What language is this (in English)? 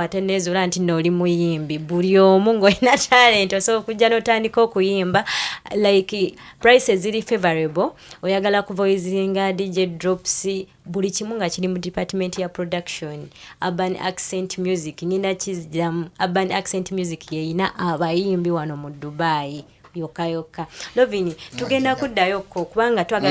Ganda